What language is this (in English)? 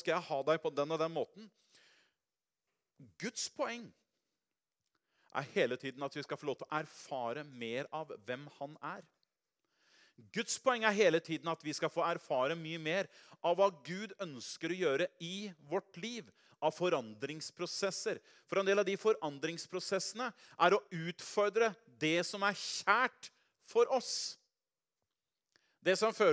Norwegian